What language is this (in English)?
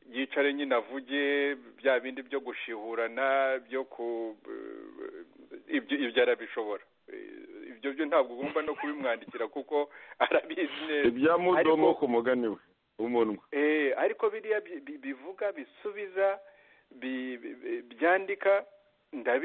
Kinyarwanda